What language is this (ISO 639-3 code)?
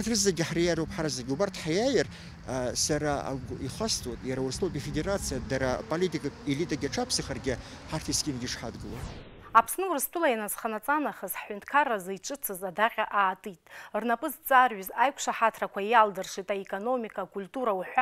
abk